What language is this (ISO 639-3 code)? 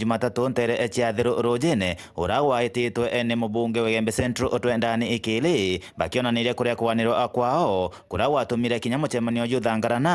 mer